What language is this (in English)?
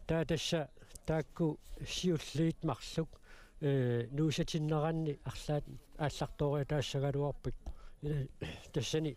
Kalaallisut